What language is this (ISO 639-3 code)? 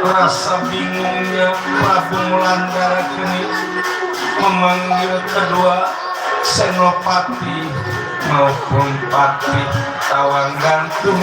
bew